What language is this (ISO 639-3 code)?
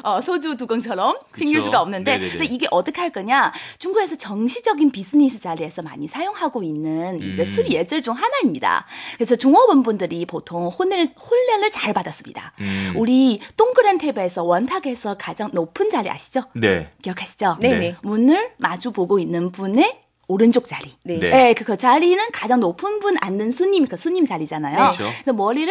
kor